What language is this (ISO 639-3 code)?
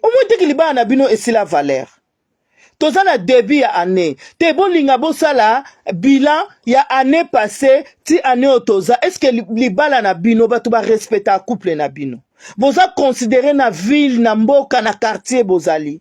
lin